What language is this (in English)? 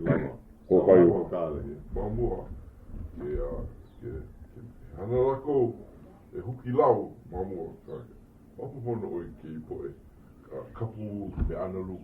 Hawaiian